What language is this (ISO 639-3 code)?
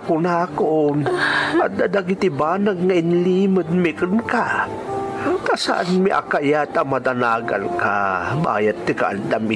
ilo